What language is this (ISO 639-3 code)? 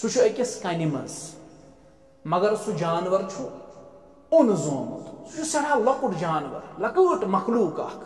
kas